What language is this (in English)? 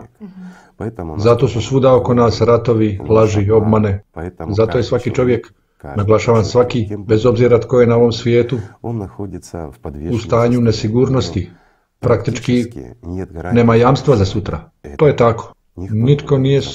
Croatian